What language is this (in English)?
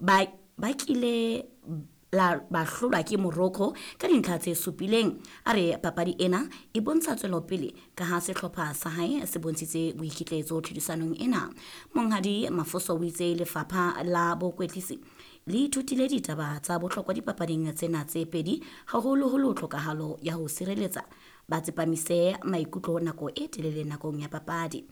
Southern Sotho